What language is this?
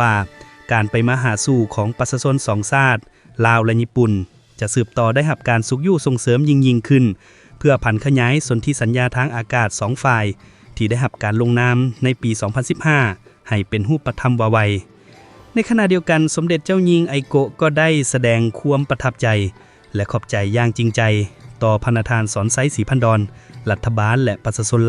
Lao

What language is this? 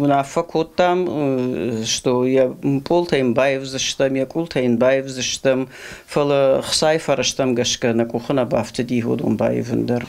Ossetic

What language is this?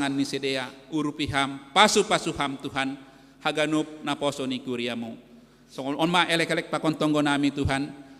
Batak Simalungun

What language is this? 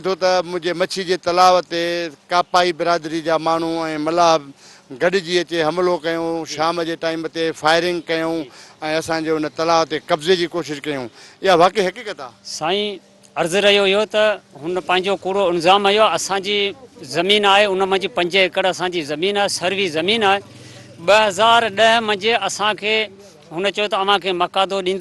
Sindhi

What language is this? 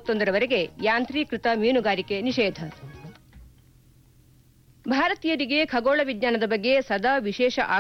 Kannada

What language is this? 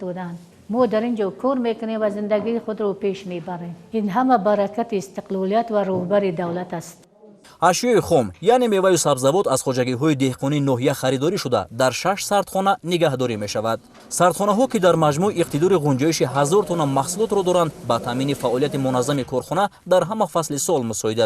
Tajik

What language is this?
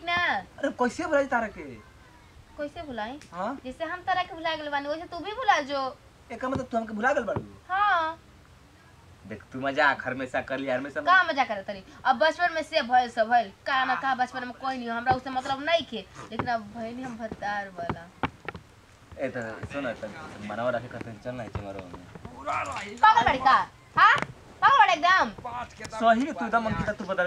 Bhojpuri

